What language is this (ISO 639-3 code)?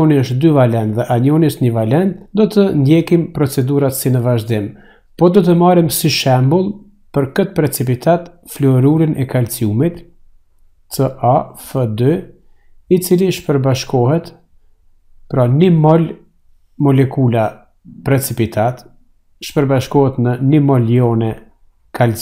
sqi